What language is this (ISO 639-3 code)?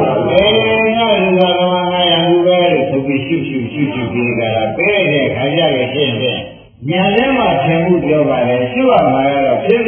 mya